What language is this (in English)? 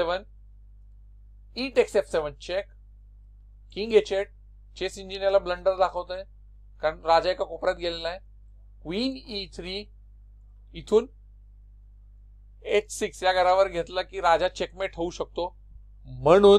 Marathi